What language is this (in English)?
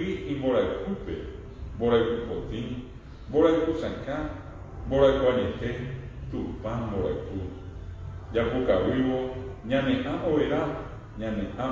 Guarani